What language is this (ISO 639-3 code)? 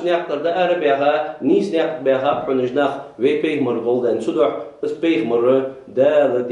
inh